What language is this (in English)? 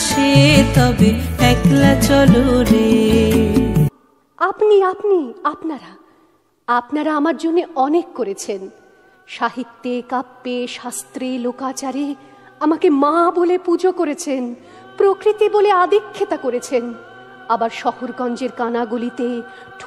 Bangla